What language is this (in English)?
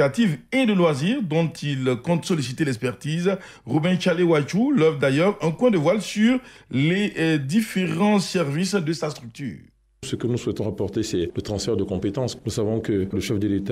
French